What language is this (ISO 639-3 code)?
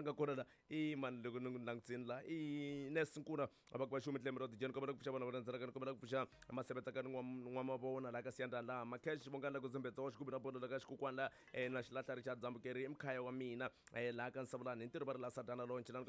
tso